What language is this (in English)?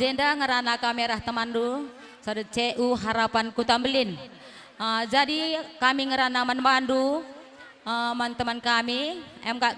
Batak Karo